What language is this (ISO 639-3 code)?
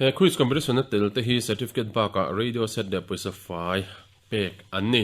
lus